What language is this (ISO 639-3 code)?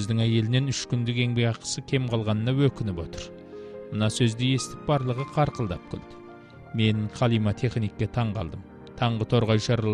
kaz